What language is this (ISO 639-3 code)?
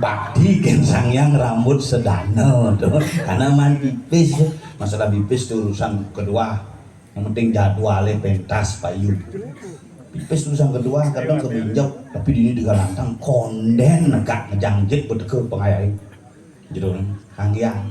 ban